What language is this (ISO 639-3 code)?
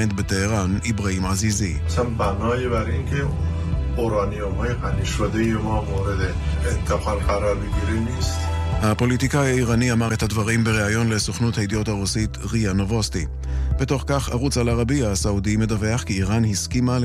heb